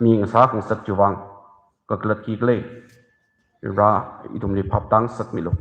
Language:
Tangkhul Naga (India)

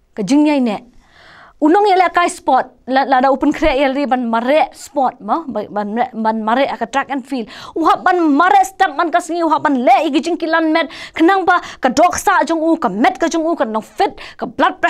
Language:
Khasi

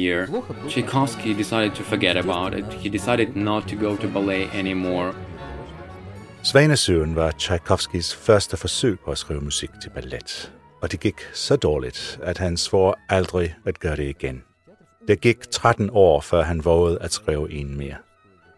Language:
Danish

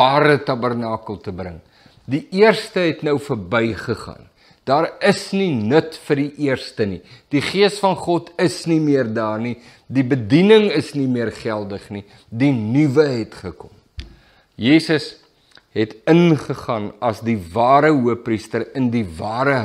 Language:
Afrikaans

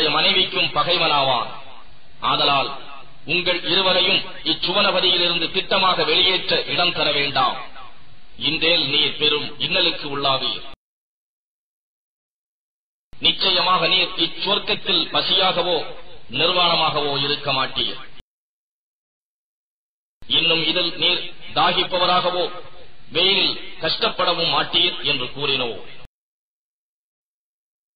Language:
Tamil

